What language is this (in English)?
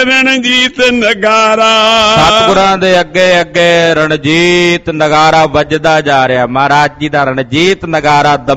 Punjabi